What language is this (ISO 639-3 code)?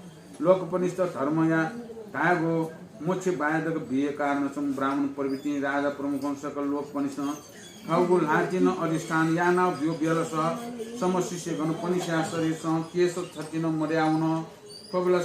new